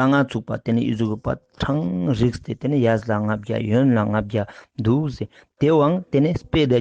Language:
Ladakhi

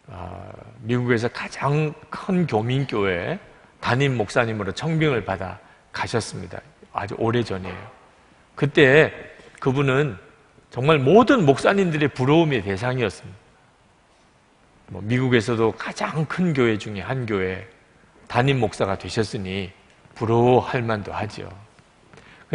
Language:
Korean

